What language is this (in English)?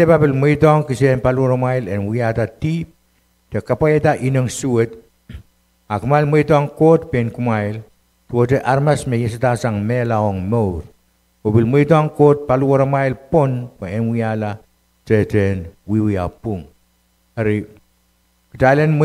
Pohnpeian